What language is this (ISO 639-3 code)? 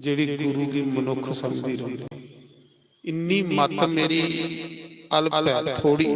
doi